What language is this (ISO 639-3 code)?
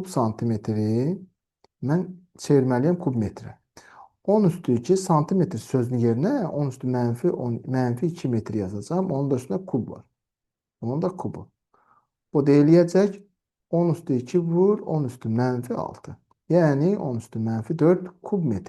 aze